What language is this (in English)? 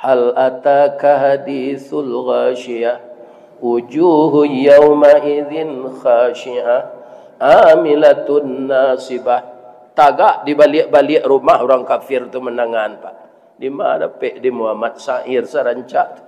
Minangkabau